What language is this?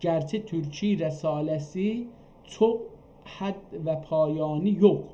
South Azerbaijani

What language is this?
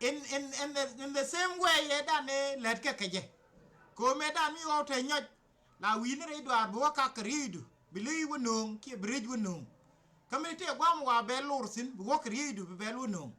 Nuer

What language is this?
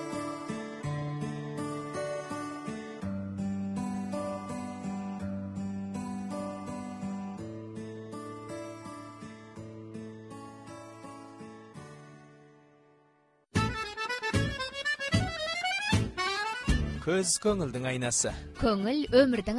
Kazakh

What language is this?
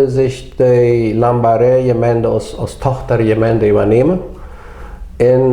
Plautdietsch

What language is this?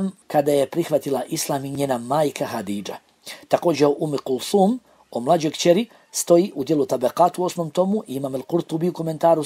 Bosnian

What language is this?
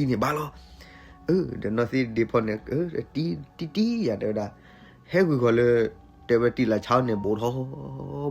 S'gaw Karen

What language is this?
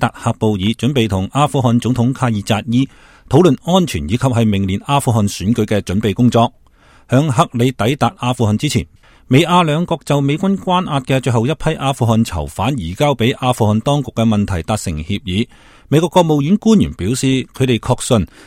Cantonese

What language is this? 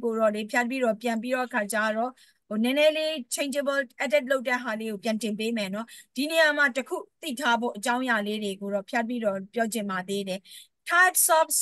Burmese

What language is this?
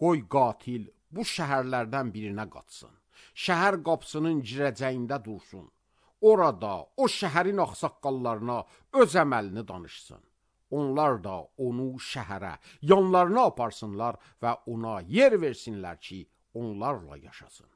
Azerbaijani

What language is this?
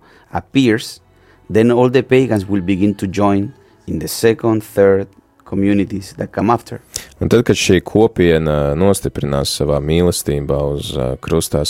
Latvian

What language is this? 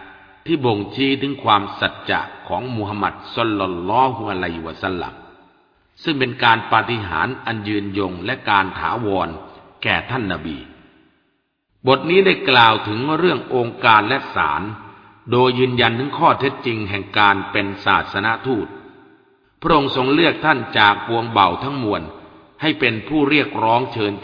Thai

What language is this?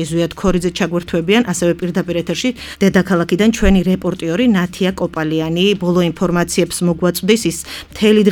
Georgian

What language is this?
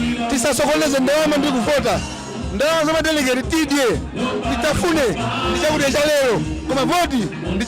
Nyanja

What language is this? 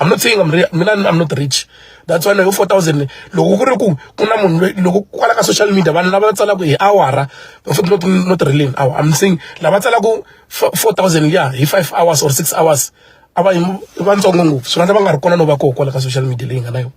Tsonga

